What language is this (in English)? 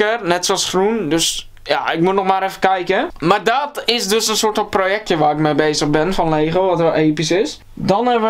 Dutch